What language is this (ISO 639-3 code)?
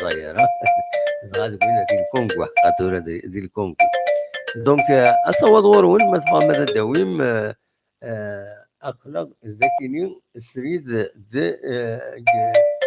kab